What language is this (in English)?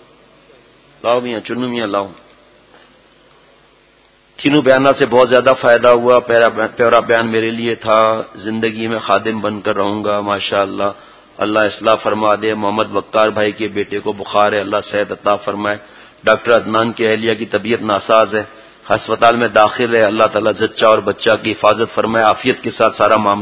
Urdu